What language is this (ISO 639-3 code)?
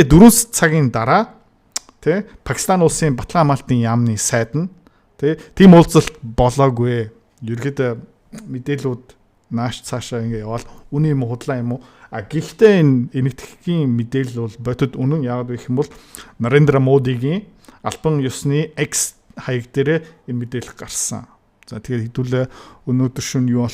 mon